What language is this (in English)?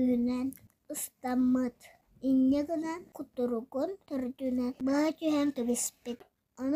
Yakut